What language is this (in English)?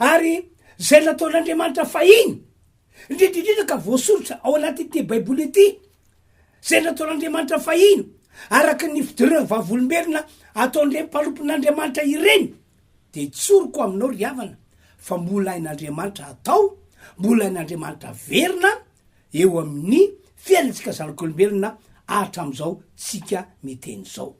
Malagasy